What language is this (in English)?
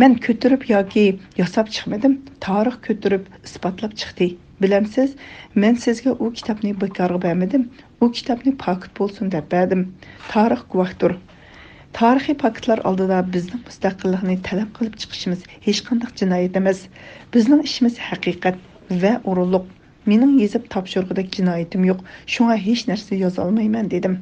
Uyghur